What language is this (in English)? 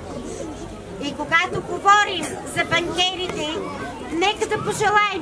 Bulgarian